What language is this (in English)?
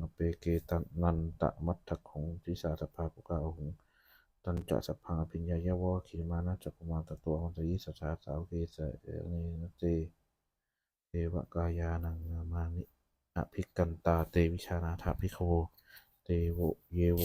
Pali